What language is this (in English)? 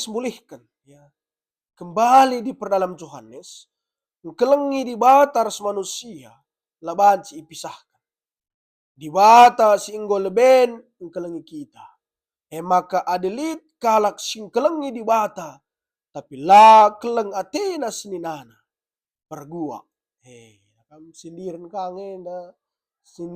Batak Karo